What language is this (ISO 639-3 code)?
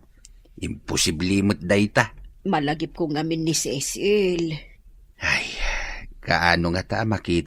ilo